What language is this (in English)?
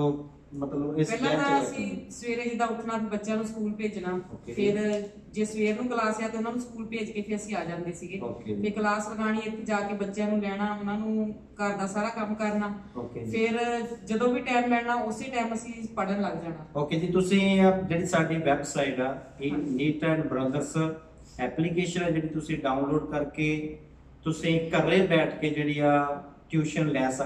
Punjabi